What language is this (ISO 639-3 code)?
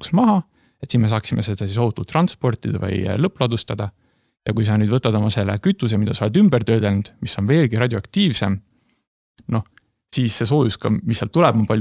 est